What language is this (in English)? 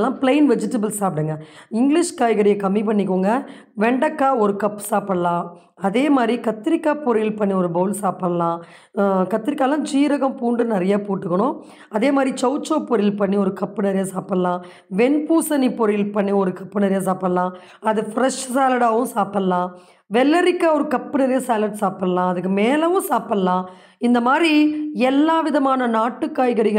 Tamil